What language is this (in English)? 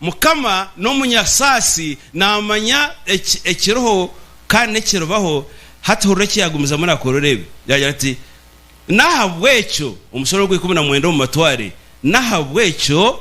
Nyankole